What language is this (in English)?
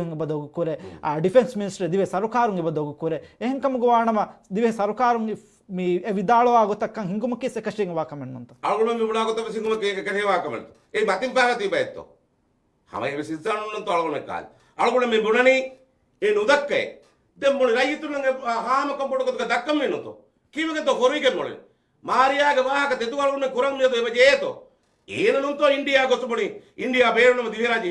Divehi